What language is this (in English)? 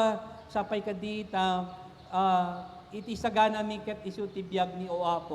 Iloko